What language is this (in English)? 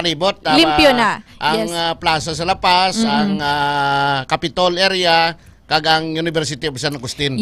Hiligaynon